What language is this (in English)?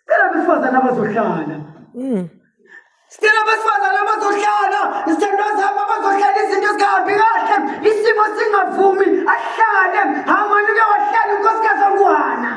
Zulu